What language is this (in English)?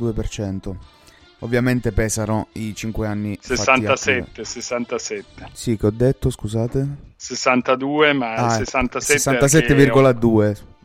Italian